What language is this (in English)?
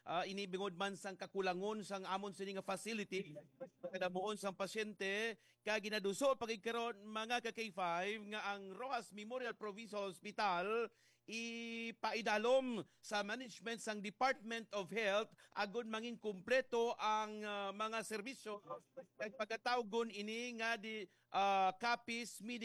Hiligaynon